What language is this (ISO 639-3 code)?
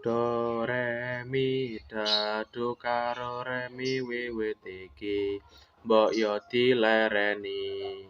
jav